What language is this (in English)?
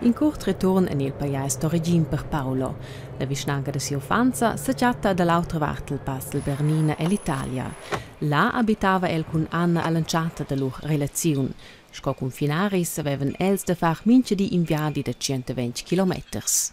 Romansh